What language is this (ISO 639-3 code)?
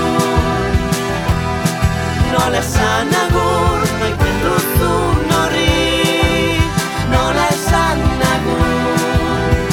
eus